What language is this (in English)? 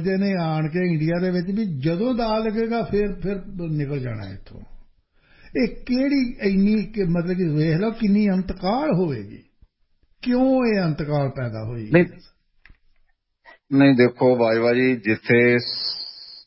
Punjabi